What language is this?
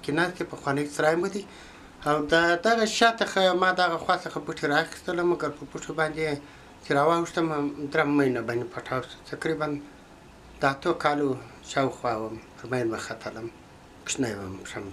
Pashto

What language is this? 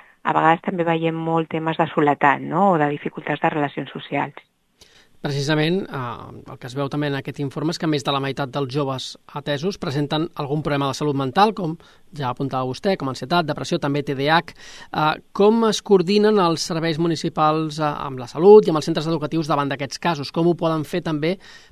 Catalan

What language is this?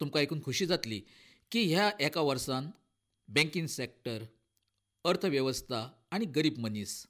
Konkani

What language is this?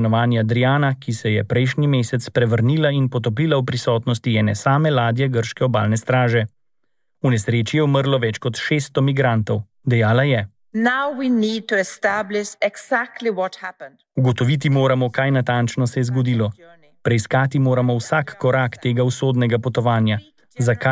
Slovenian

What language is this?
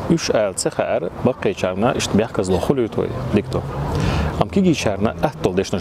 Chechen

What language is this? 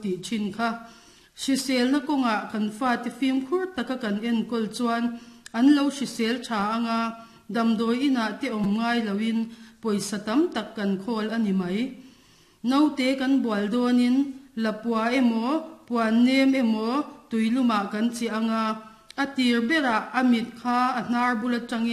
Mizo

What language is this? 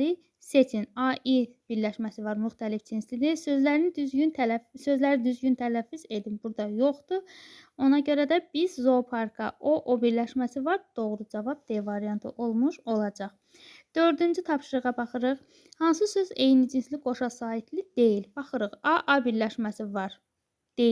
Azerbaijani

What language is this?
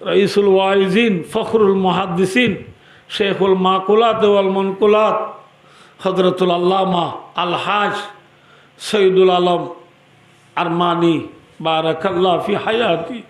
Rohingya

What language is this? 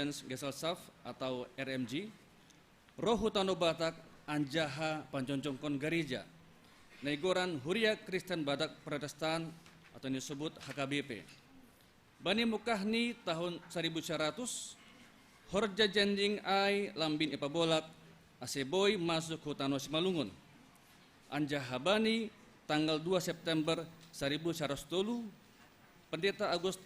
Batak Simalungun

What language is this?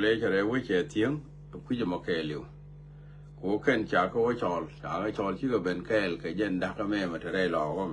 Nuer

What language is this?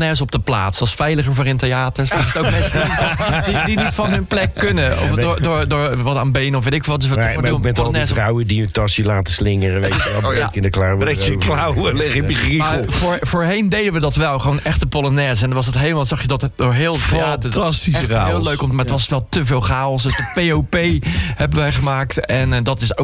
Dutch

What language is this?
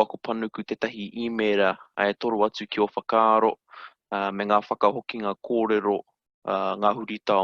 Māori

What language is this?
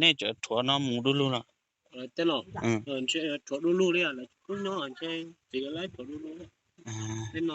Hmong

